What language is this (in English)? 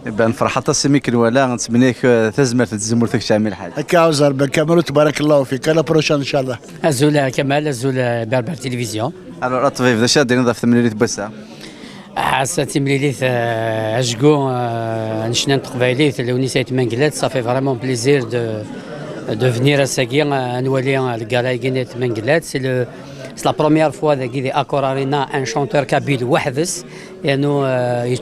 Kabyle